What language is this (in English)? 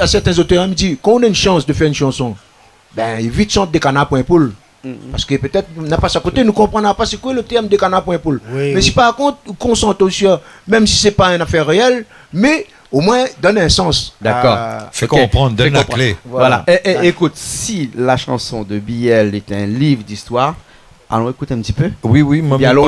Réunion Creole French